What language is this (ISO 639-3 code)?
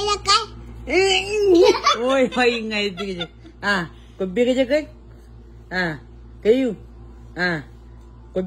mah